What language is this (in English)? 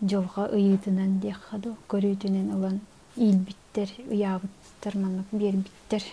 Yakut